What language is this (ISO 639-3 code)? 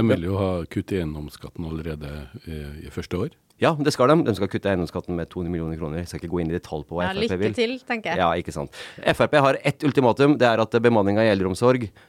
nor